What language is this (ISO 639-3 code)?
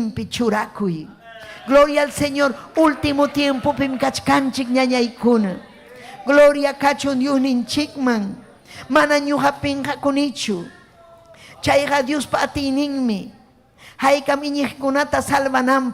quy